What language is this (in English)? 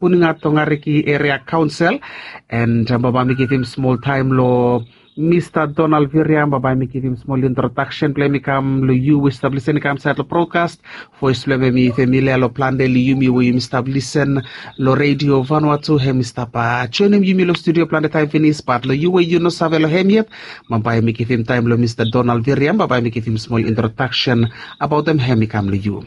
Bislama